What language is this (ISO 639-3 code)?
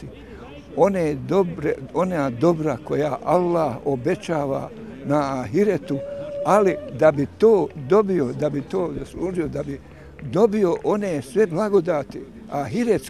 bos